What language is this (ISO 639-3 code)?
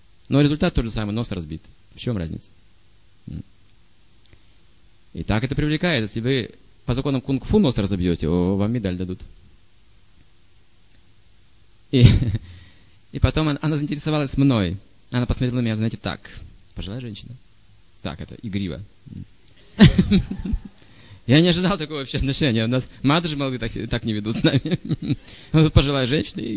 rus